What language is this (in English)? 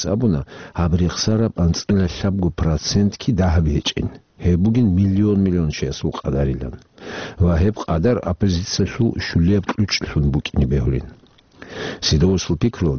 Avaric